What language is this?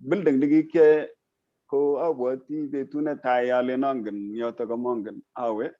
Kalenjin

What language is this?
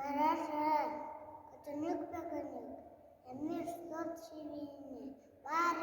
Yakut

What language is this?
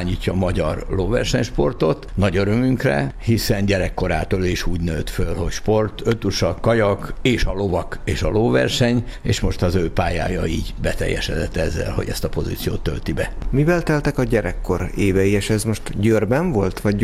Hungarian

